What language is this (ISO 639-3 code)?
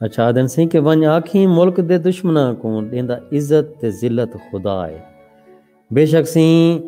skr